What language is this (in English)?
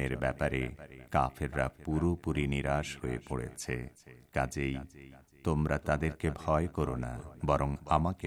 Bangla